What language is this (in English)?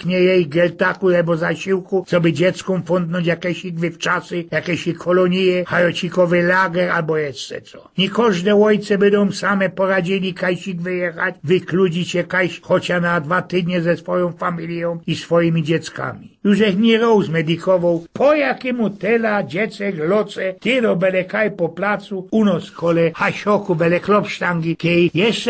Silesian